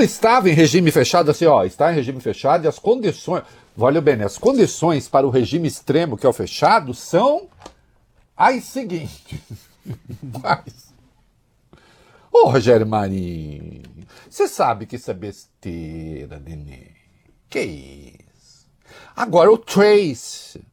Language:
Portuguese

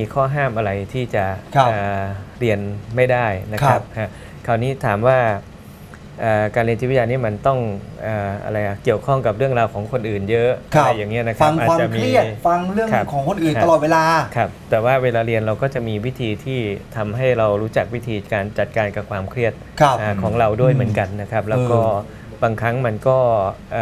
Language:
Thai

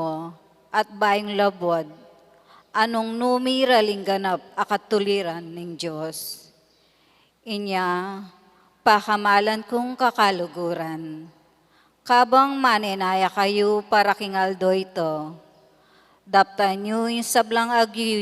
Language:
Pampanga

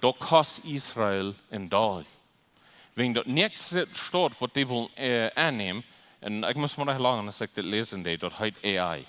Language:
Plautdietsch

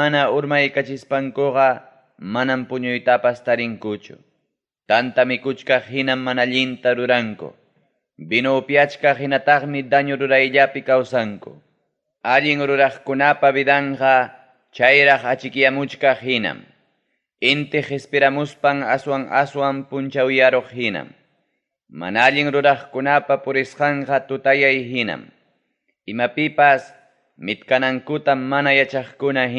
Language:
Ayacucho Quechua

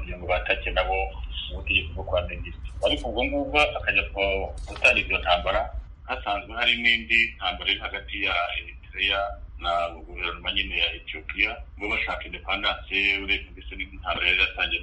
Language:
Kinyarwanda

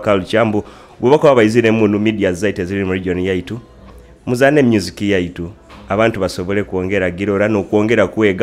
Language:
Nyoro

